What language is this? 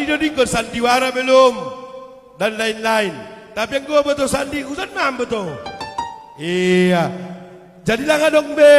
Batak Simalungun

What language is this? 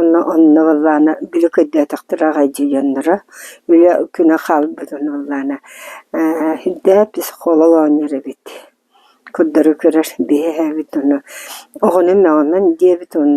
Yakut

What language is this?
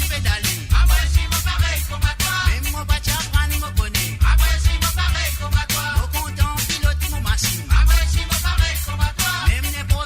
Morisyen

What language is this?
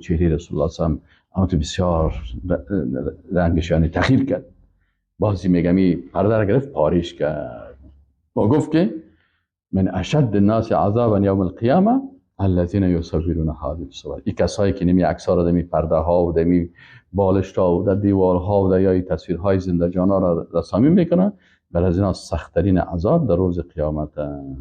Persian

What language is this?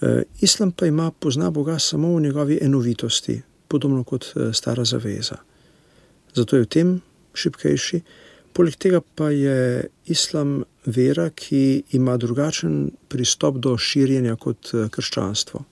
Slovenian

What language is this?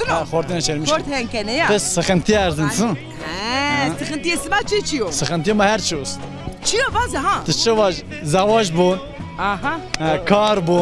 Zaza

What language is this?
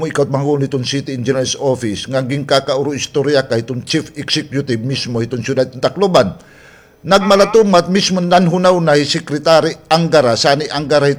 Waray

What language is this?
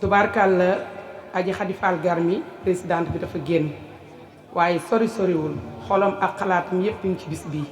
Wolof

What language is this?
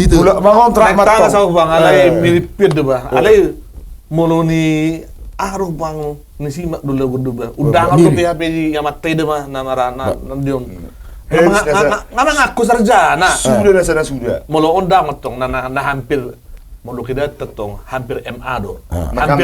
Batak Toba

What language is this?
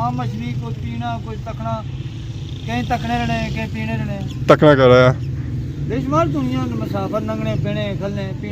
Pahari-Potwari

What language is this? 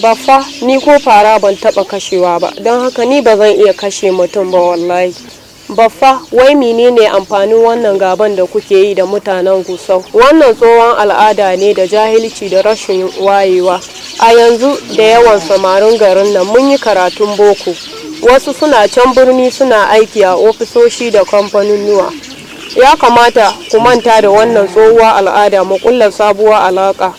Hausa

